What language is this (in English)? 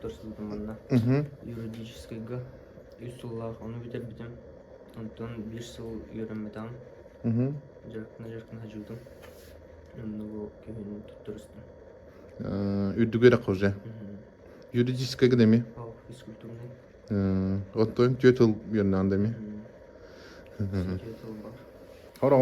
Yakut